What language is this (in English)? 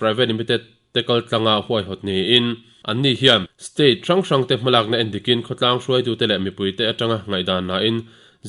Mizo